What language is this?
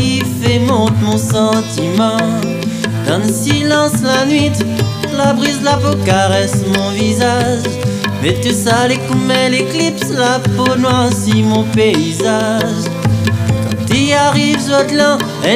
Réunion Creole French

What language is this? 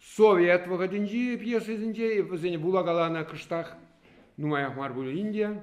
Chuvash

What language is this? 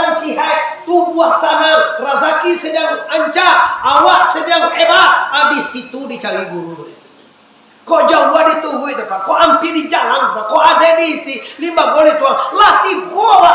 Minangkabau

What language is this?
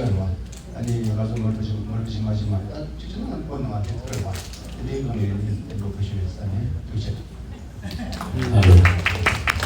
Tibetan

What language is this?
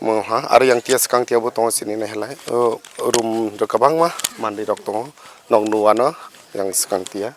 Kok Borok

